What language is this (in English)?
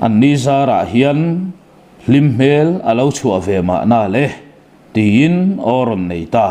Mizo